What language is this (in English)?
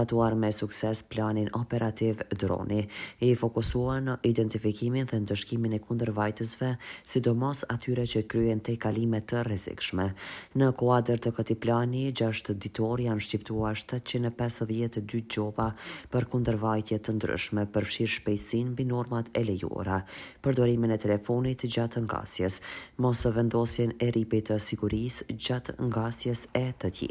Albanian